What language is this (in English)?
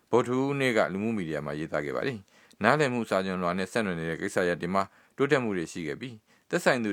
Burmese